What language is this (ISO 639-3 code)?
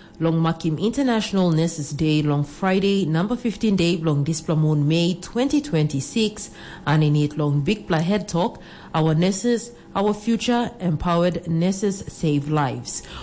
tpi